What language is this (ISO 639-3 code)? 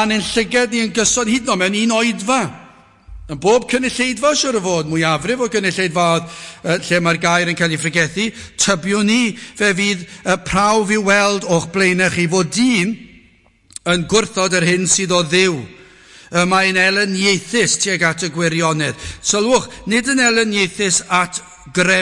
cym